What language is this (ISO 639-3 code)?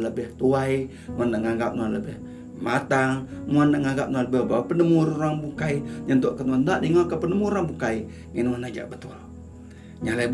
iba